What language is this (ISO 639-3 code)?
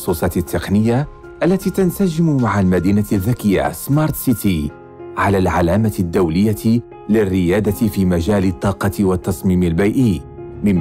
ara